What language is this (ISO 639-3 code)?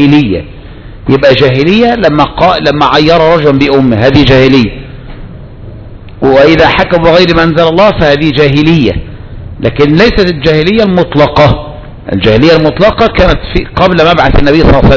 ara